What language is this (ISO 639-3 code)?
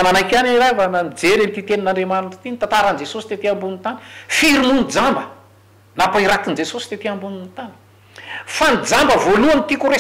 mlg